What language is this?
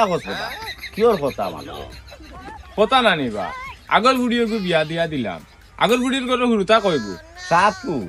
Sylheti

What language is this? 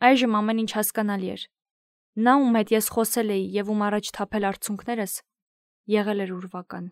Armenian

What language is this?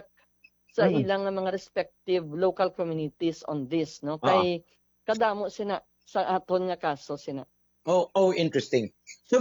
Hiligaynon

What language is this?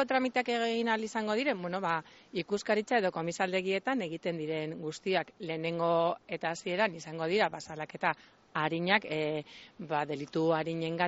Basque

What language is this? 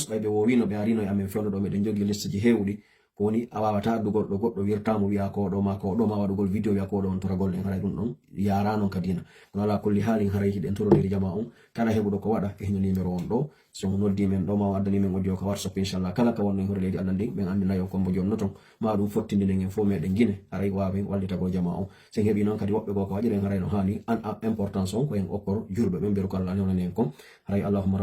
Pular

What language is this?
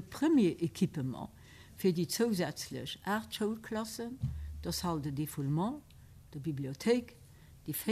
Luxembourgish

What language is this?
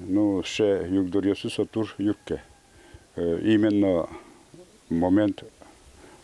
Udmurt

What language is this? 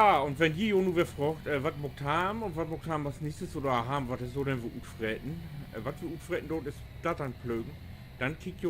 Low German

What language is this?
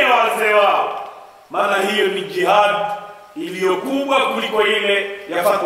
Swahili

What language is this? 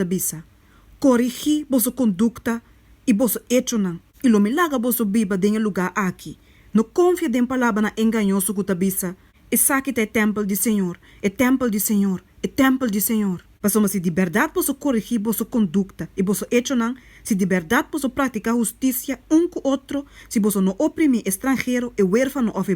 Papiamento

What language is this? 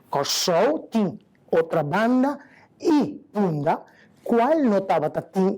Papiamento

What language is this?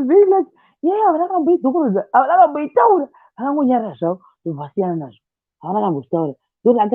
Shona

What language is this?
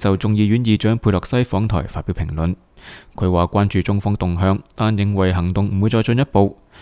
Cantonese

